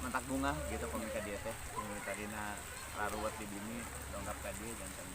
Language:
Sundanese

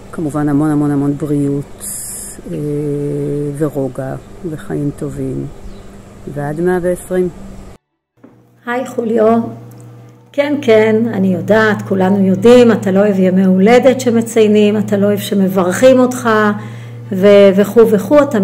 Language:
Hebrew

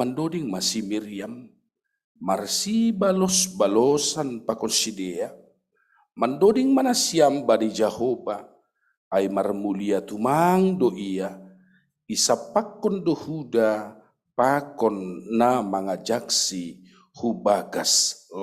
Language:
Batak Simalungun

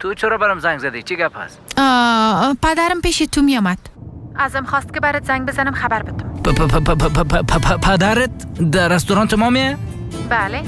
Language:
Persian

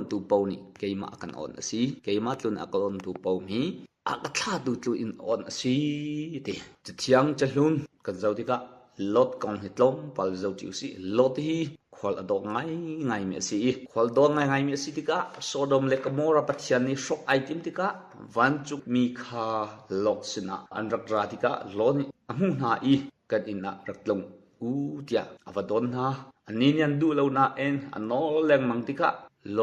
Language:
Hakha Chin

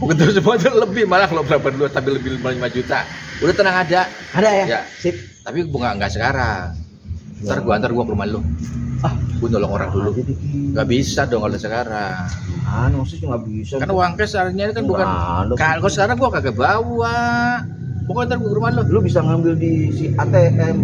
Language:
Betawi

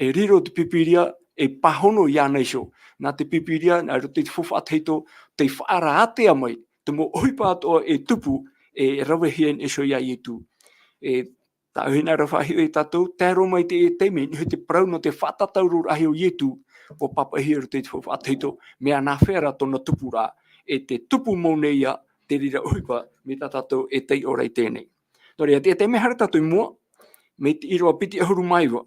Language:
Tahitian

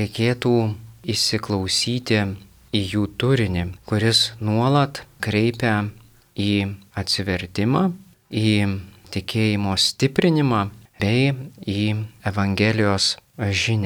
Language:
Lithuanian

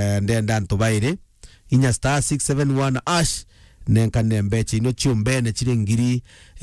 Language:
Meru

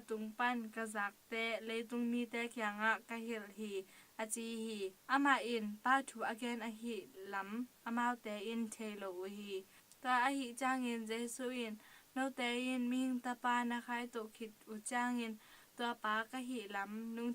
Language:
Tedim Chin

